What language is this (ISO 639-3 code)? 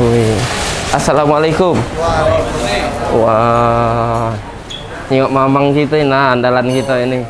mui